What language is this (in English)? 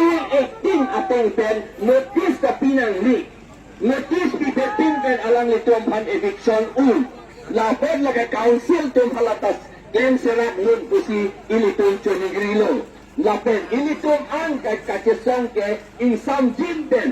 Karbi